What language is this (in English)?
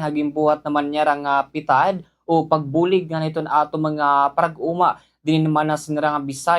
Waray